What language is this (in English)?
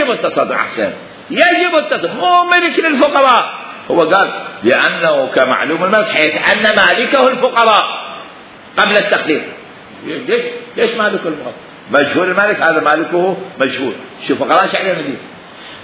Mesopotamian Arabic